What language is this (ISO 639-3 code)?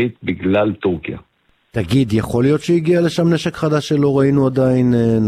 heb